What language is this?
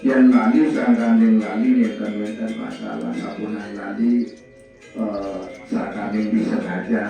Balinese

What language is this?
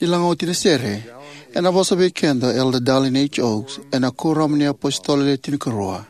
Fijian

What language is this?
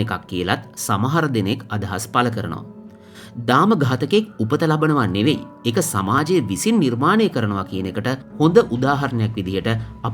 Sinhala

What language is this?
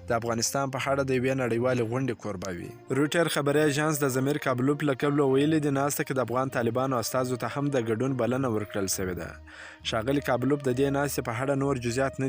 Pashto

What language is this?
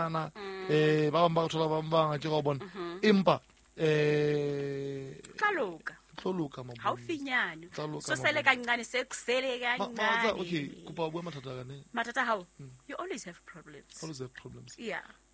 Southern Sotho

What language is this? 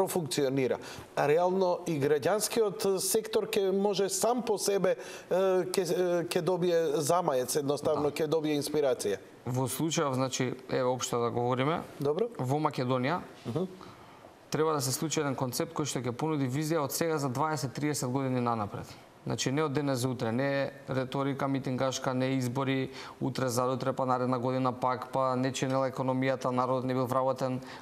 Macedonian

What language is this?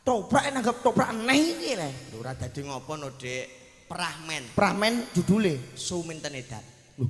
Javanese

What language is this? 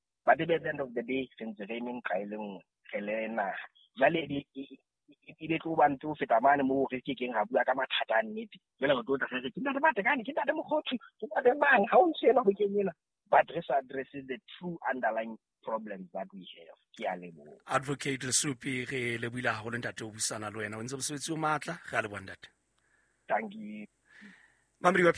Southern Sotho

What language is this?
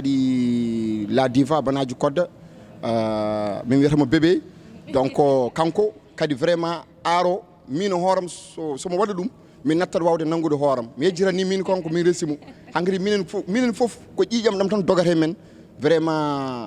Fula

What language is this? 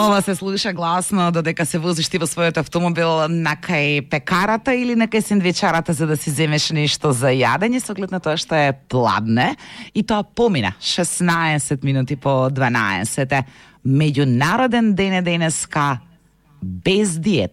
Macedonian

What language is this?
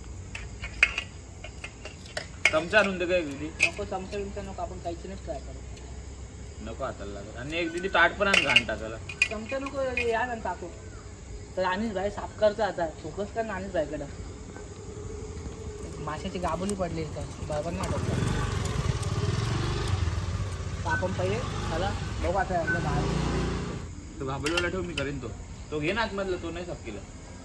Marathi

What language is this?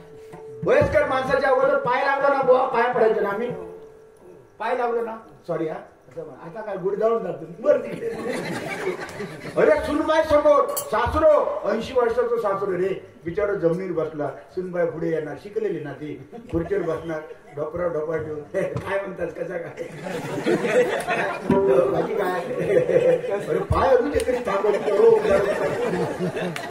Marathi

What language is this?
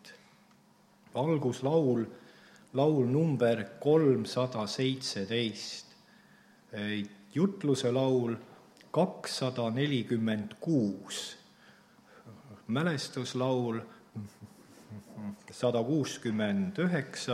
Estonian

